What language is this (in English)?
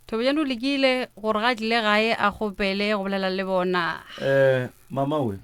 Northern Sotho